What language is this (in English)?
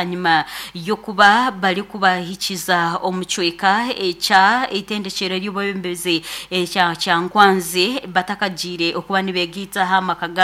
Nyankole